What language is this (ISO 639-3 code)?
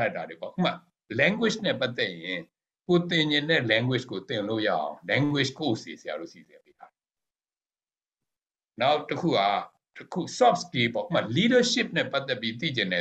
mya